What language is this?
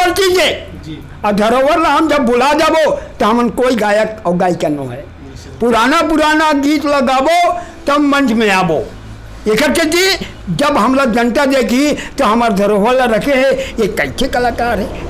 Chhattisgarhi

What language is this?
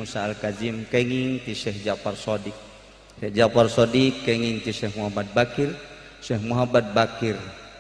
Sundanese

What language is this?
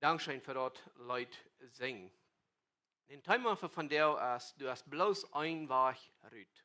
Plautdietsch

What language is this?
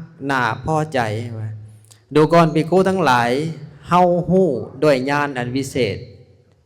Lao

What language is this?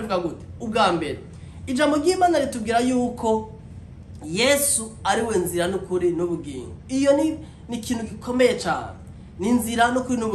Rundi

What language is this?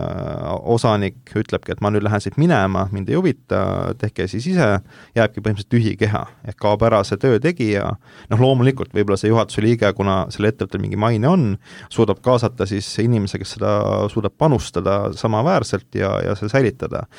Estonian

